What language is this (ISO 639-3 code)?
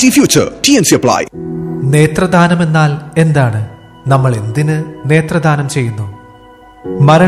mal